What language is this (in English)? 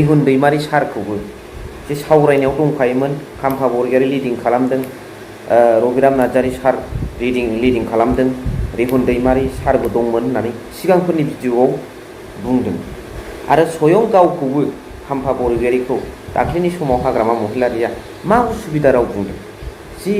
Bodo